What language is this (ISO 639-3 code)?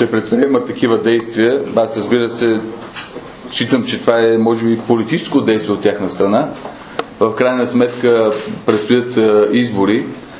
bul